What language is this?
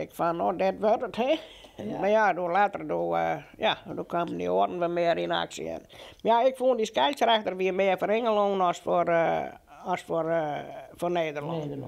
Western Frisian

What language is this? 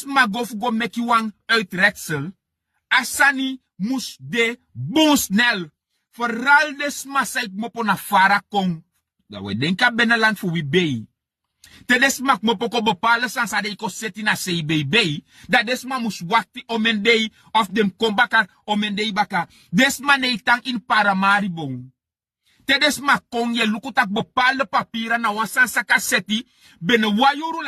Sranan Tongo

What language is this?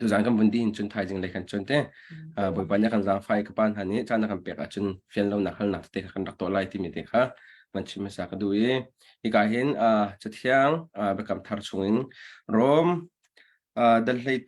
Hakha Chin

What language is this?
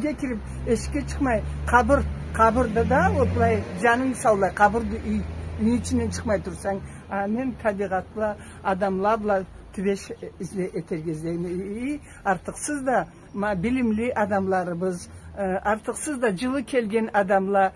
Karachay-Balkar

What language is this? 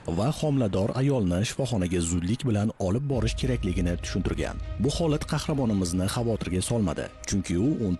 Uzbek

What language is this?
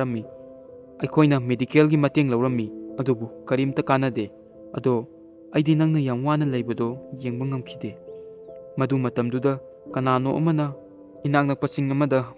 Manipuri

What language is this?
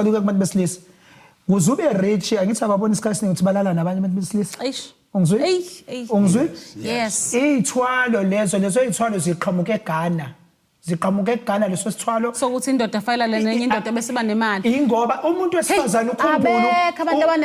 Zulu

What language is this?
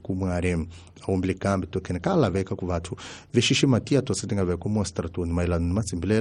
Tsonga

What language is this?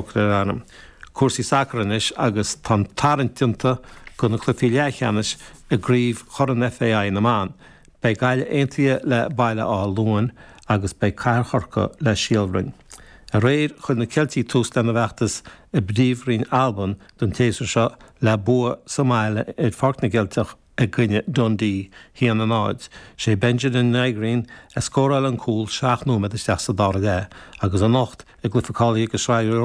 Irish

